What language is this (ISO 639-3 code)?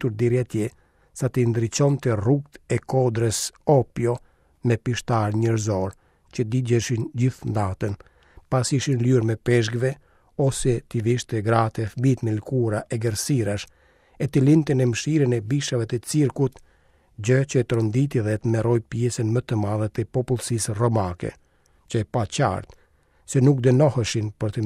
sqi